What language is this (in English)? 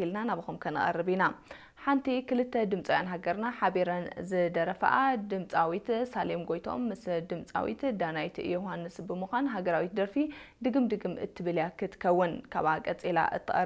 Tigrinya